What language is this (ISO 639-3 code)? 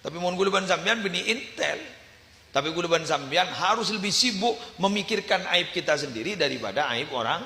mad